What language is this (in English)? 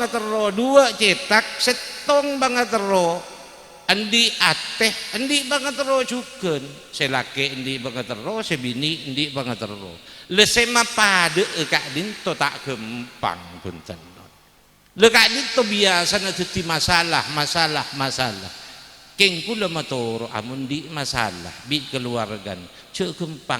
Madurese